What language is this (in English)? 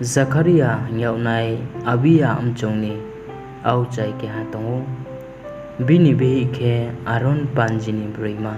Riang (India)